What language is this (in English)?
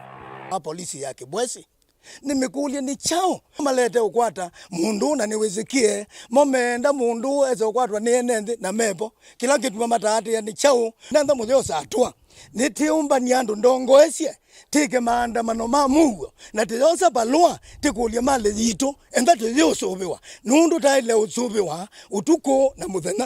Kamba